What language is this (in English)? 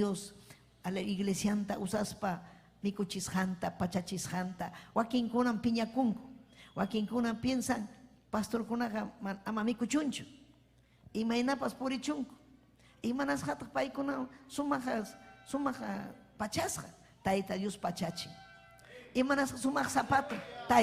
Ayacucho Quechua